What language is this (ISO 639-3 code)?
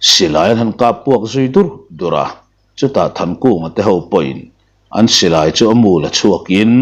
lus